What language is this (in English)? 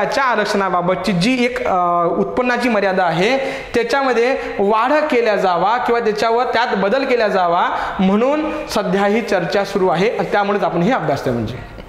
Marathi